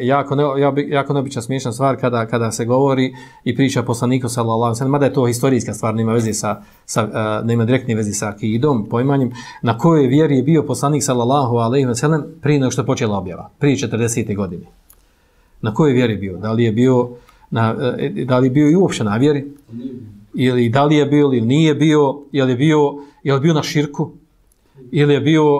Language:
Bosnian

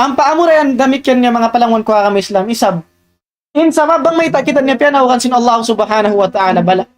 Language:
Tausug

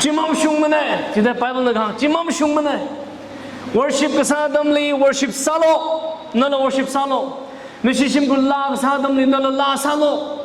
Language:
Tangkhul Naga (India)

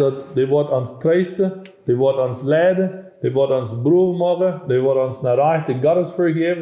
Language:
Plautdietsch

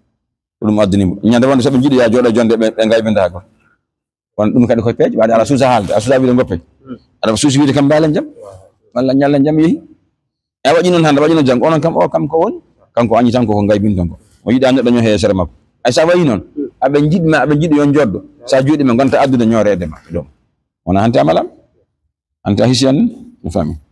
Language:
Fula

